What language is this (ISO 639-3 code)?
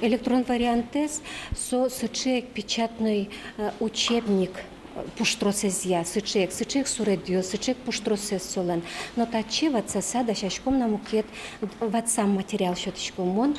udm